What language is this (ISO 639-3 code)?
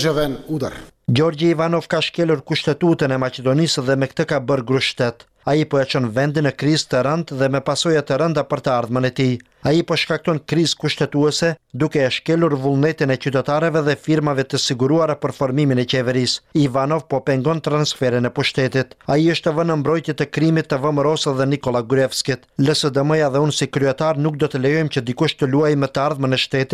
sqi